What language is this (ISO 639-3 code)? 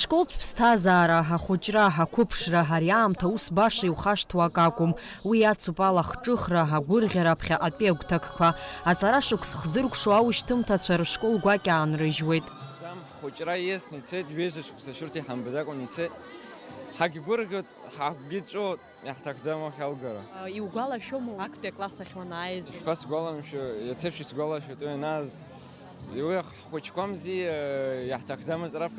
abk